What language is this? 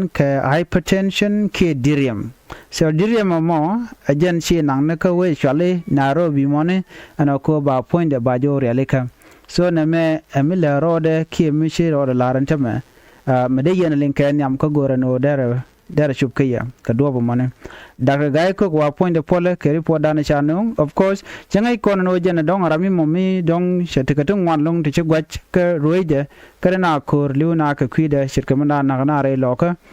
Nuer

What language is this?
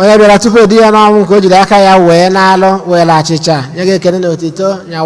Igbo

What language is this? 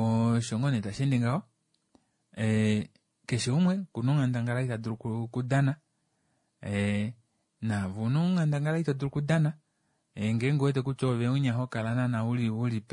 Kuanyama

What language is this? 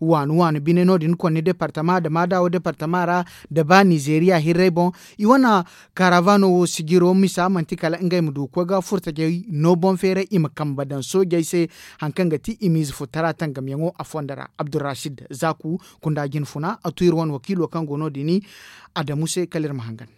Zarma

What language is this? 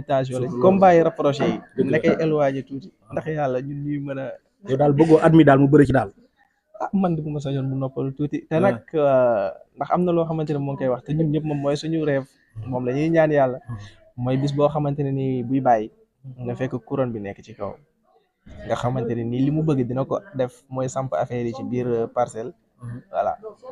Wolof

